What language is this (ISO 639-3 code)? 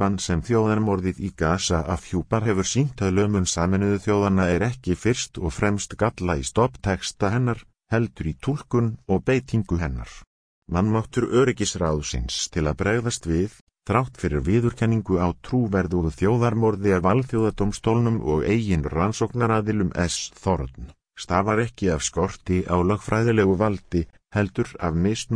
isl